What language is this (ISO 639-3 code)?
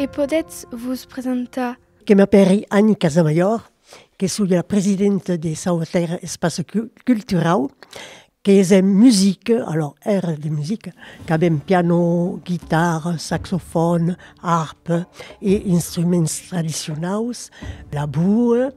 oci